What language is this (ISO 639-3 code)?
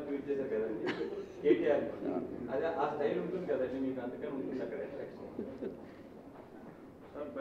tel